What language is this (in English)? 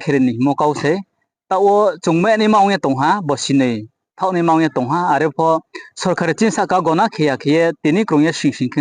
Riang (India)